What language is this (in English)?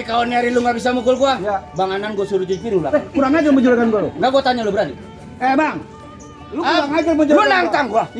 Betawi